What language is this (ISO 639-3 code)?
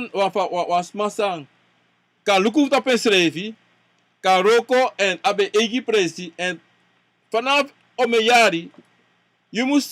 srn